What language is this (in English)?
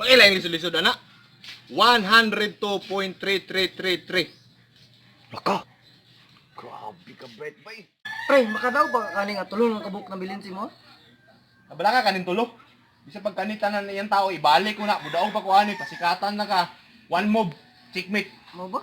Cebuano